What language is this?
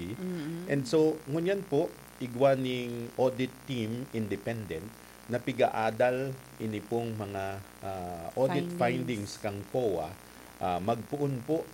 Bikol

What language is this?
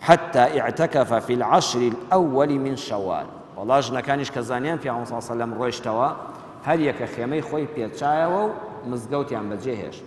Central Kurdish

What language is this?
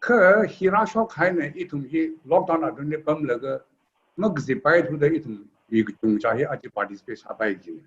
Tangkhul Naga (India)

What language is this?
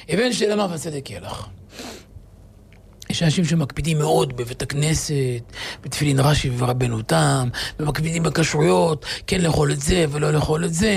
Hebrew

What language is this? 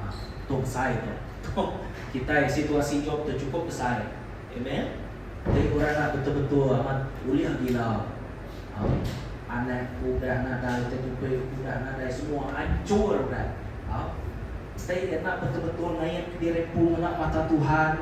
Iban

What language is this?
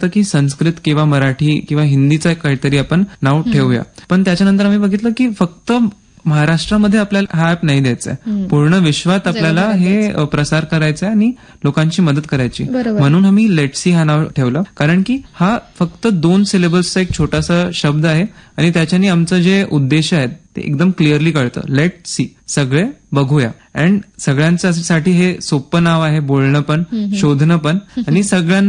Marathi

